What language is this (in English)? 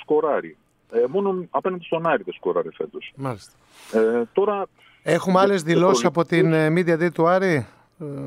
Greek